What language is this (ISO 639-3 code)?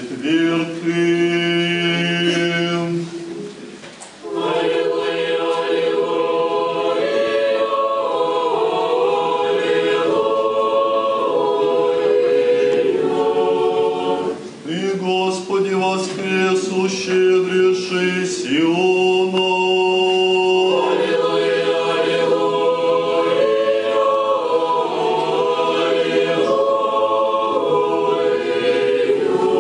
rus